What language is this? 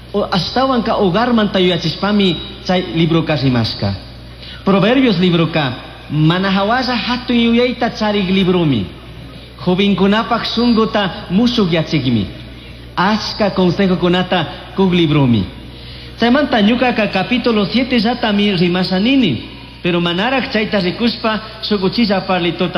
Chimborazo Highland Quichua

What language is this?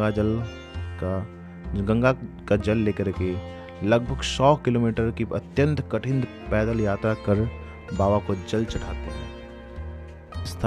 Hindi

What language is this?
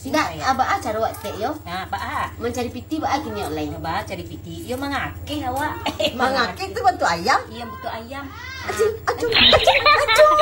Minangkabau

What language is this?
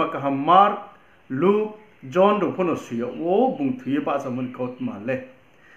Riang (India)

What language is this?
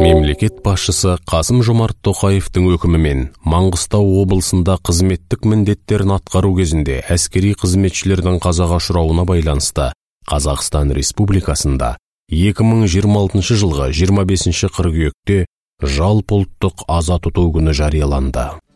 Kazakh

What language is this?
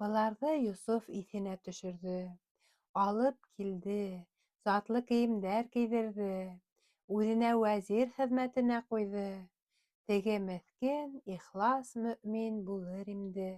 Bashkir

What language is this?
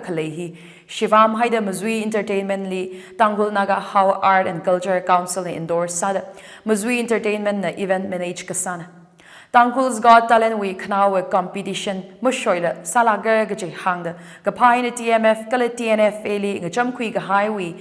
Tangkhul Naga (India)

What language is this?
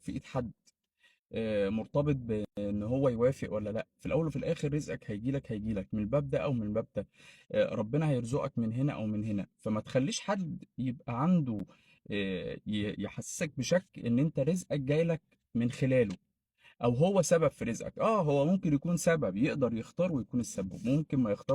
Egyptian Arabic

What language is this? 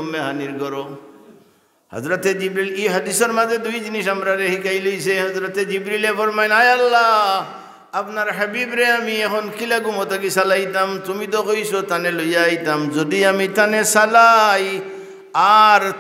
Sylheti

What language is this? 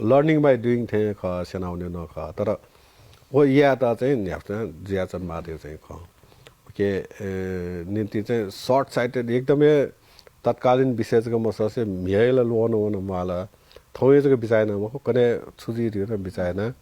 Newari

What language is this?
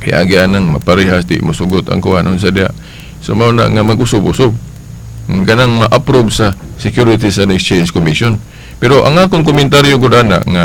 Cebuano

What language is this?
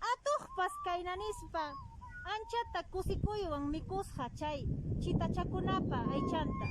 Quechua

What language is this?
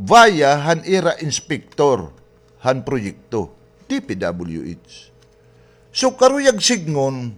Waray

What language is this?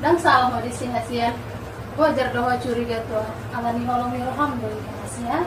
Batak Toba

